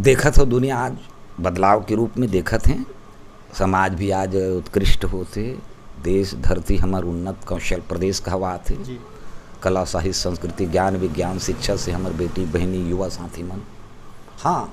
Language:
Chhattisgarhi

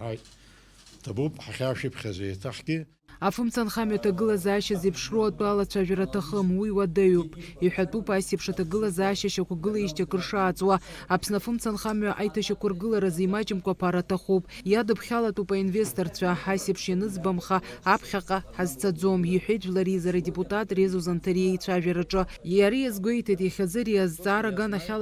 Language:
Abkhazian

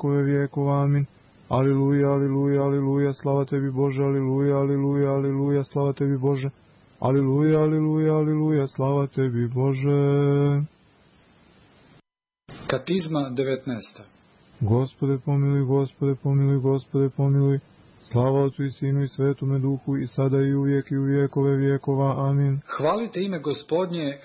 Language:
Serbian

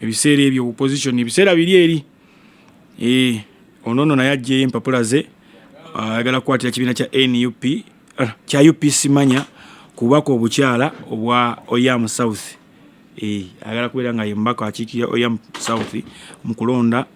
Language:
Ganda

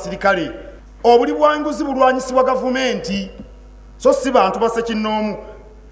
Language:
Ganda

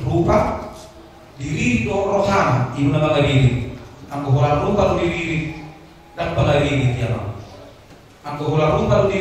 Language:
Batak Toba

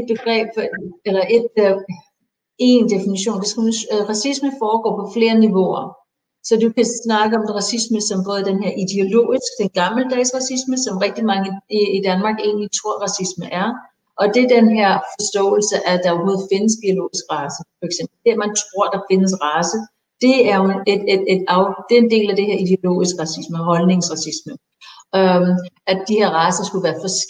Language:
Danish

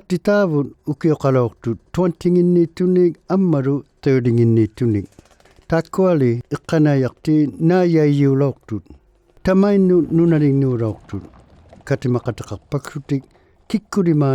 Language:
Inuktitut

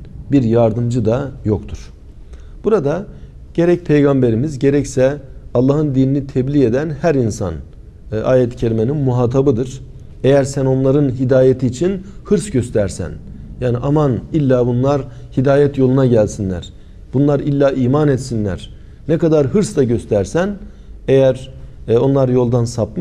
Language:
Turkish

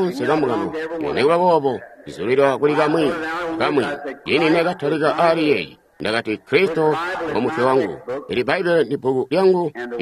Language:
Tonga (Zambia)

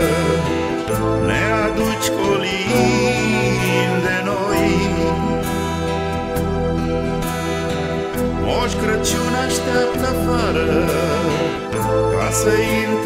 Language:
Romanian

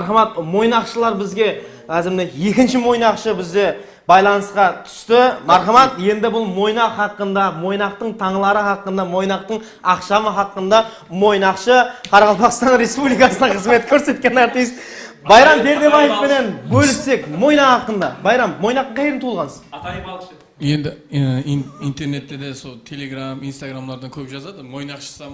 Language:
Kara-Kalpak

